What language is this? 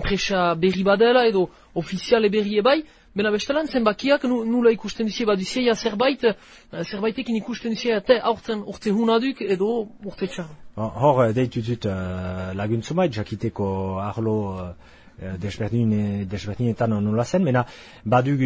Basque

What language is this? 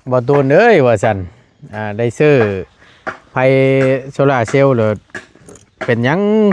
Northeastern Thai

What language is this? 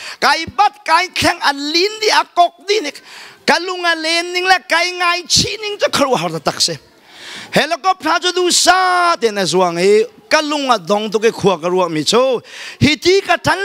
Hakha Chin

